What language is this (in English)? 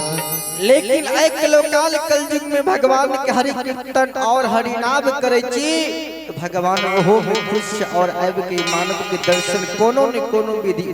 Maithili